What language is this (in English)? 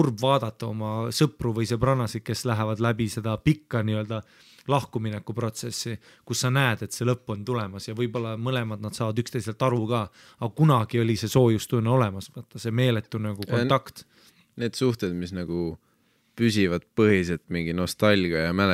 Estonian